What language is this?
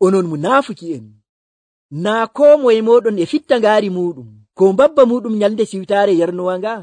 Nigerian Fulfulde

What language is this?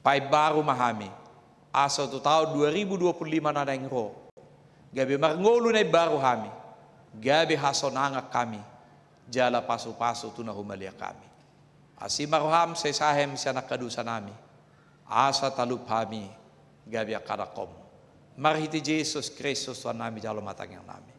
Batak Toba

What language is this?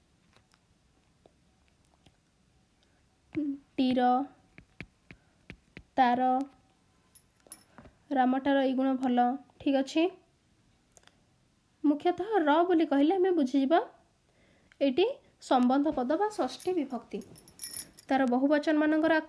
Odia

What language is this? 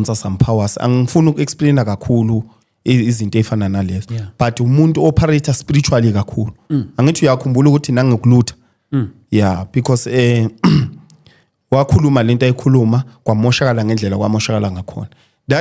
Zulu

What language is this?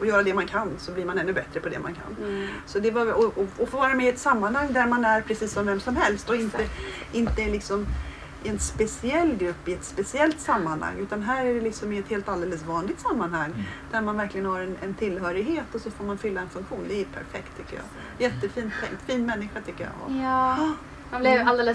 Swedish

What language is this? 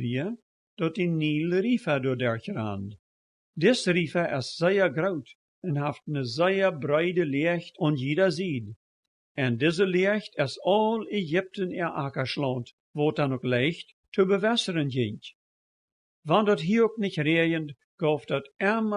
Plautdietsch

